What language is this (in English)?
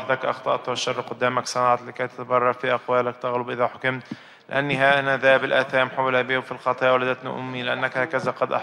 Arabic